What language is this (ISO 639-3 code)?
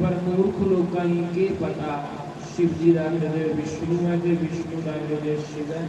doi